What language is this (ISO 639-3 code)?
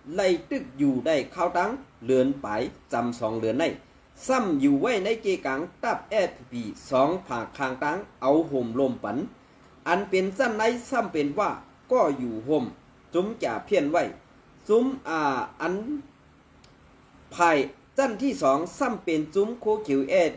shn